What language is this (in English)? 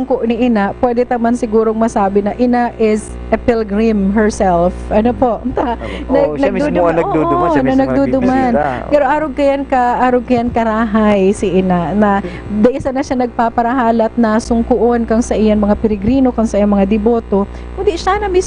Bikol